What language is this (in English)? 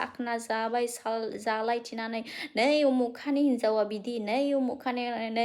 Bodo